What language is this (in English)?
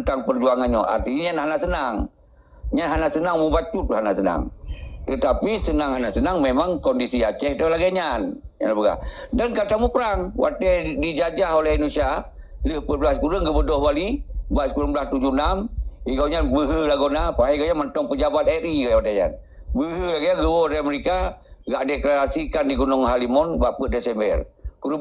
Achinese